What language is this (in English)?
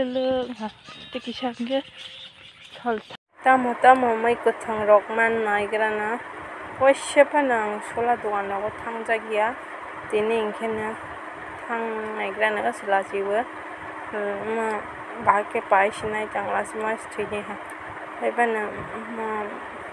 Kok Borok